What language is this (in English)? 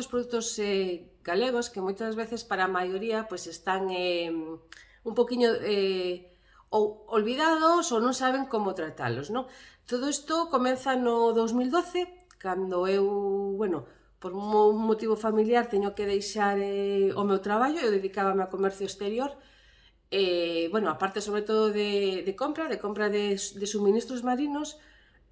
Galician